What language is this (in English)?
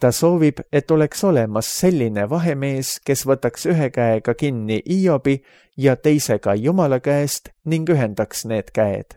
Estonian